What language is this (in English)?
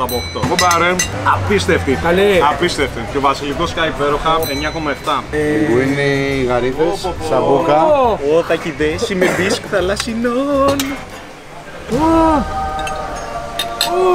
Greek